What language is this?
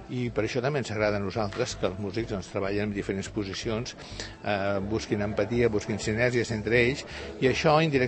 Catalan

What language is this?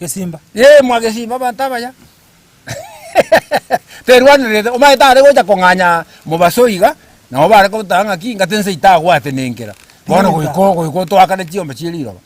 Gusii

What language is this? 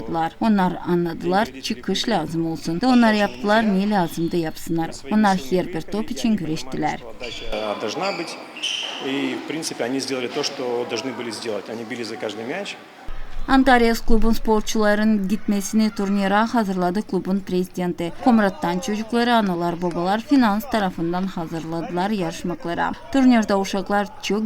Gagauz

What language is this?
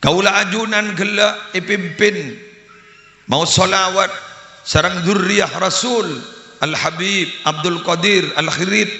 Madurese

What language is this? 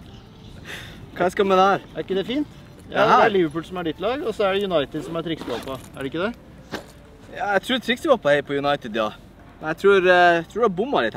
Norwegian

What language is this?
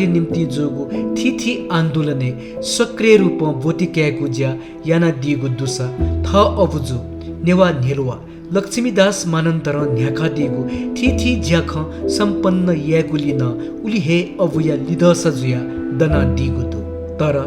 Newari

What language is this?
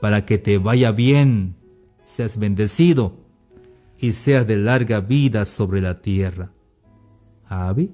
Tzeltal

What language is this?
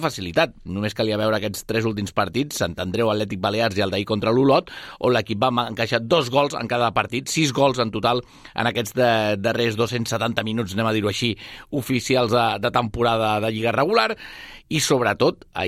Catalan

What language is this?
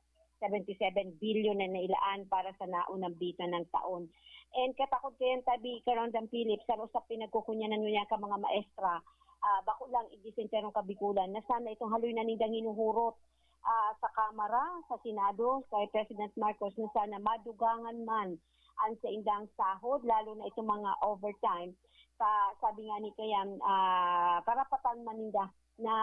Bikol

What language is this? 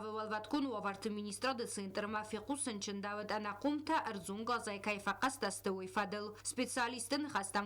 Ossetic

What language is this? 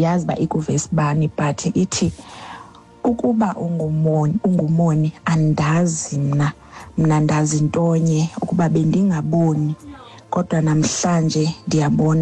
Xhosa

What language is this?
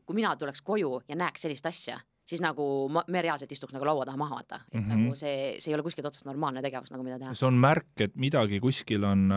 Estonian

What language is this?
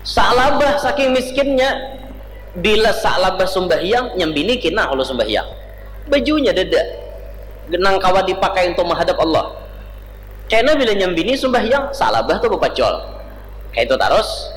Banjar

